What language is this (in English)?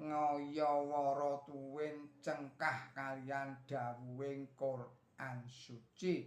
Javanese